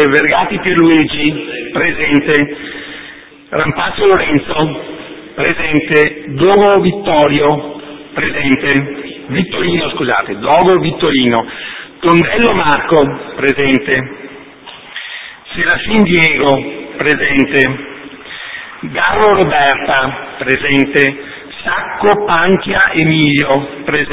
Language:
Italian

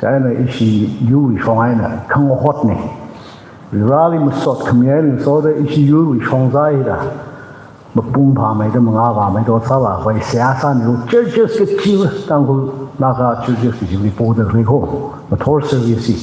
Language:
Tangkhul Naga (India)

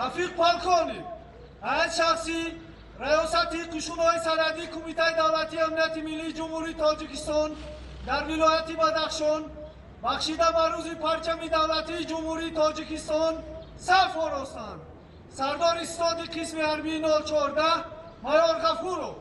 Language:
Tajik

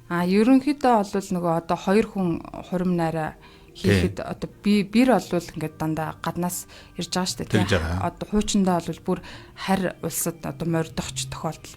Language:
Mongolian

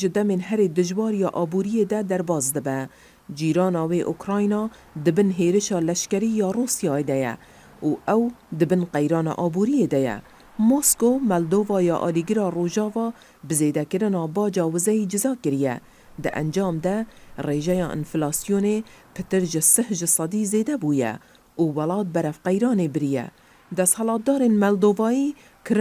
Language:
Kurdish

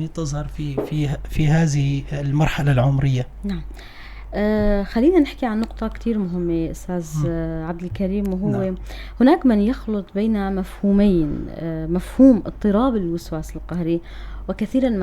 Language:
North Levantine Arabic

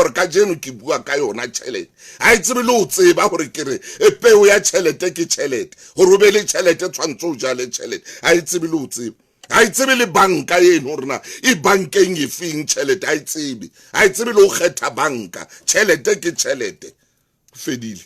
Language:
Southern Sotho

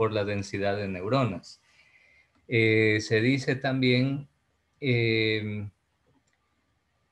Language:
Spanish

